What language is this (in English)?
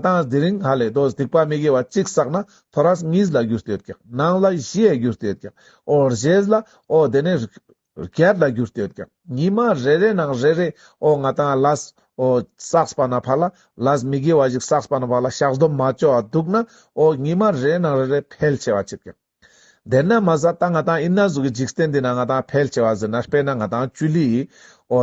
Ladakhi